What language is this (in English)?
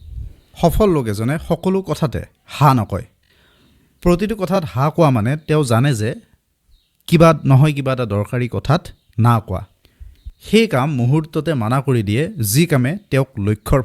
Assamese